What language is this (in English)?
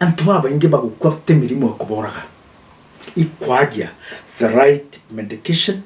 Meru